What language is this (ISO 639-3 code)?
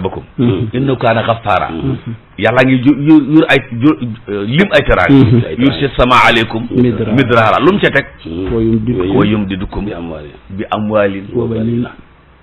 wol